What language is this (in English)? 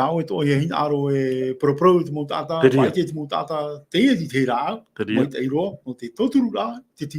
Tahitian